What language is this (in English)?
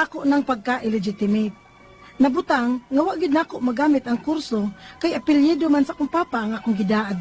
Cebuano